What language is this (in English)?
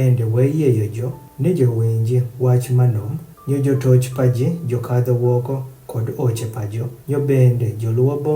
Adhola